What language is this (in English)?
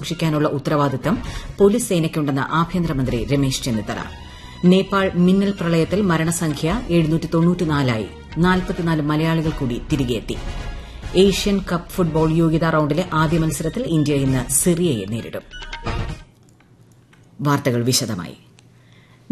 Malayalam